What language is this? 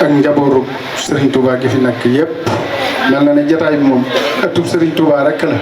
Wolof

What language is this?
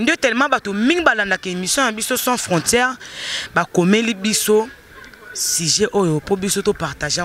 Lingala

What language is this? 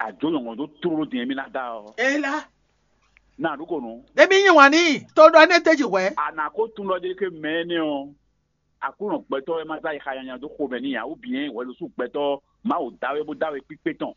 Fon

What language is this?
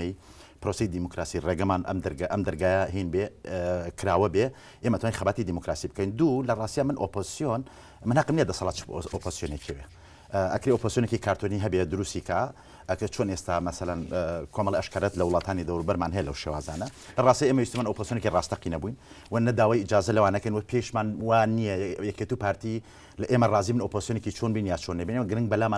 Central Kurdish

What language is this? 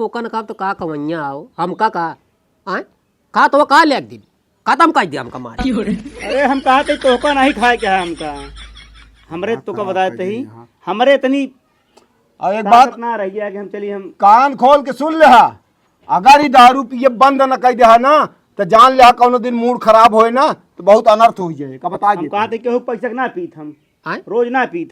Awadhi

